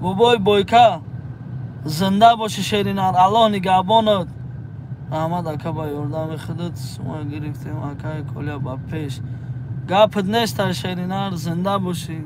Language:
Tajik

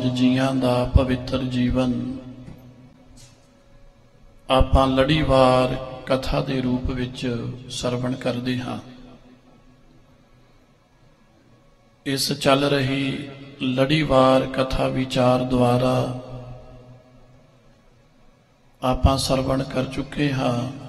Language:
Punjabi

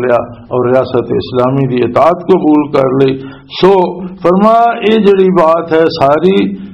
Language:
Western Panjabi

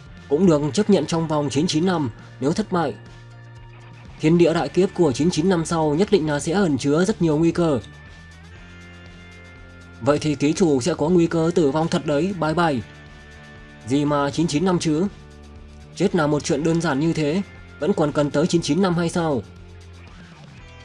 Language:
Vietnamese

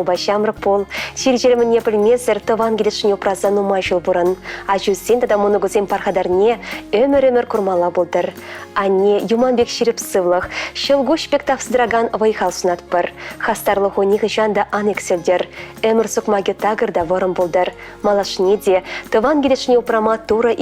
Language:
Chuvash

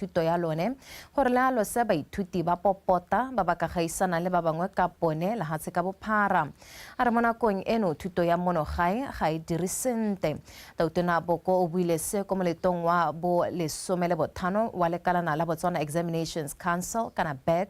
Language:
Tswana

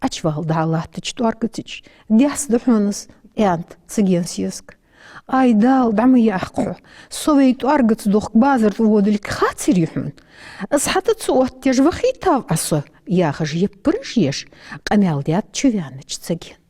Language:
Ingush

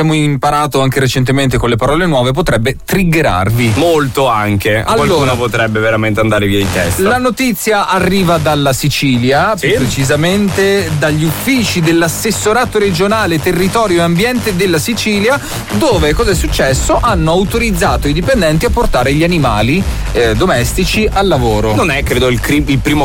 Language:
Italian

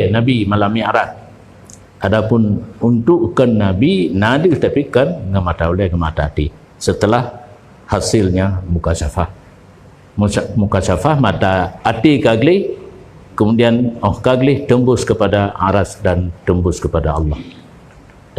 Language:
Achinese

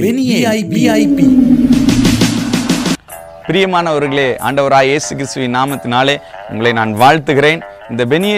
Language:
Tamil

